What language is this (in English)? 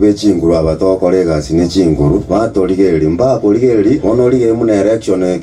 Gusii